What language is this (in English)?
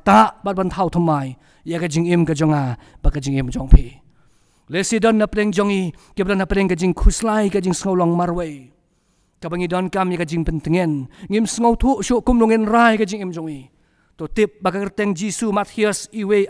Khasi